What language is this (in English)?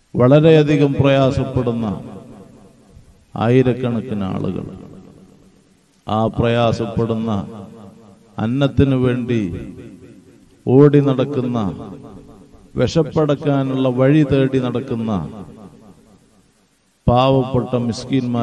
Malayalam